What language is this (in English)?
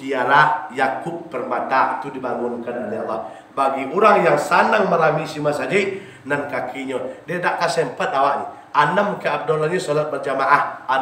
Minangkabau